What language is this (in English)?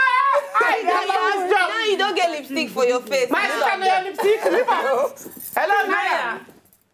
Nigerian Pidgin